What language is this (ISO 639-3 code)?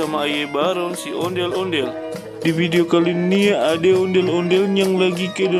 bew